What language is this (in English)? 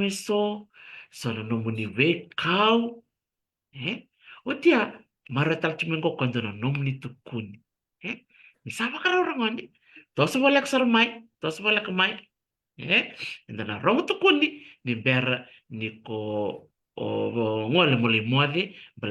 Fijian